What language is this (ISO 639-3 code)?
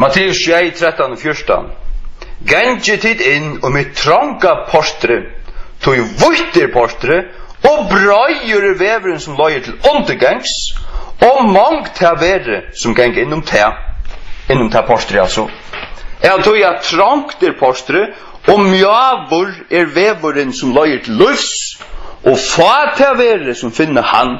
fao